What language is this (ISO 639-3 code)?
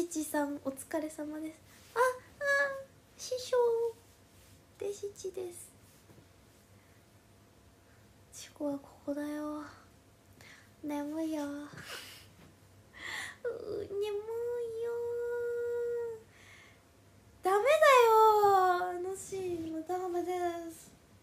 jpn